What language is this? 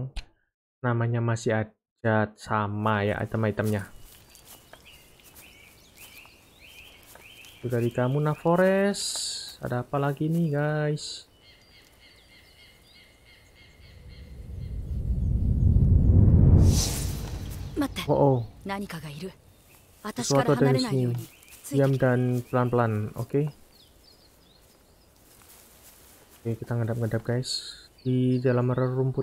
Indonesian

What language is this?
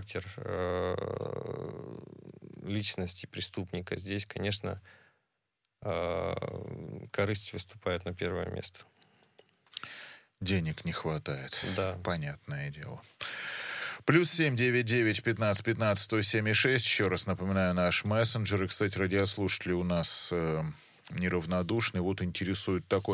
Russian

